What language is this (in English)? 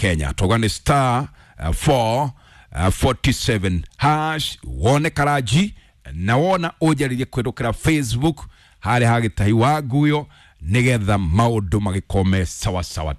Kikuyu